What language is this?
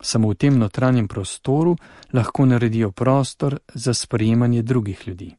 Slovenian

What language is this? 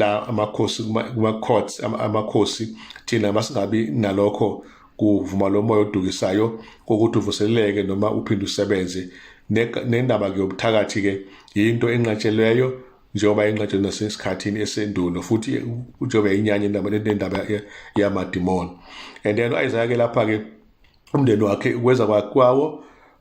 Zulu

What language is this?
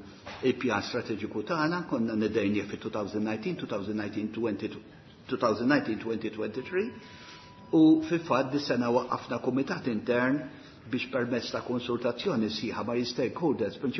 Maltese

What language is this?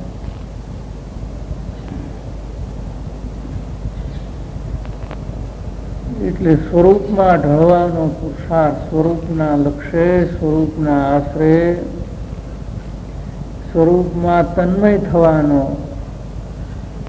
Gujarati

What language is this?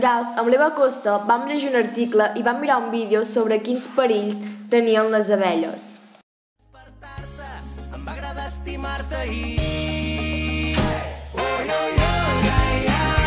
Catalan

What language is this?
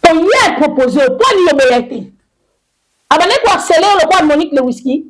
Lingala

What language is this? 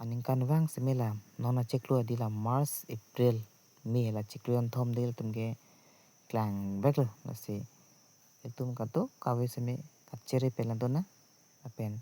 Karbi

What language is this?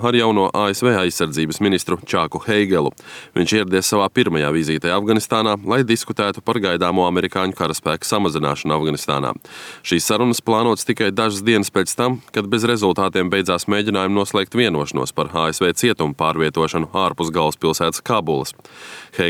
Latvian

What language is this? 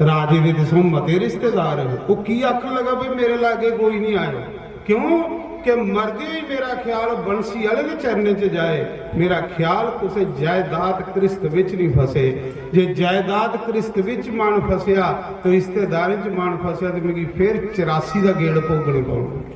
Dogri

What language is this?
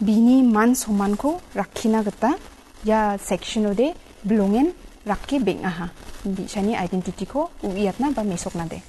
Garo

